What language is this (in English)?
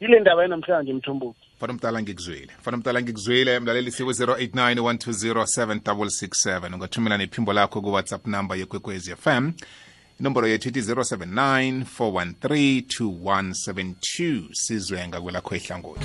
South Ndebele